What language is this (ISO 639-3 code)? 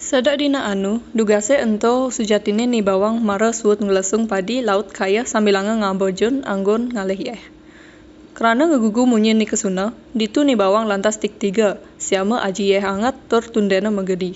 ban